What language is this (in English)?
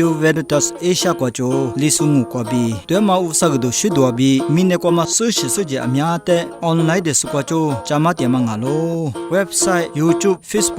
Lisu